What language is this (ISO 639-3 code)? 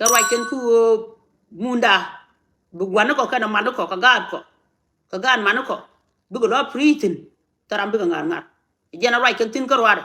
nus